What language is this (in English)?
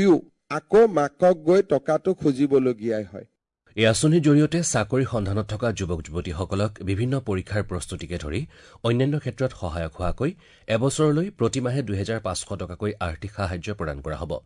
Assamese